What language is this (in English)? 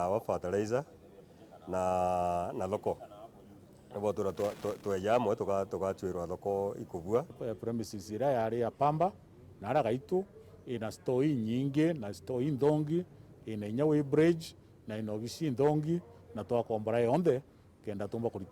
Meru